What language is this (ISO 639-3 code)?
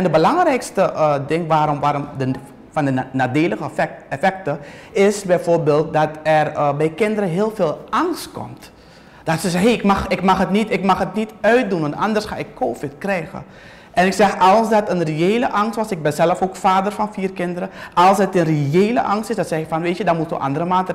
nld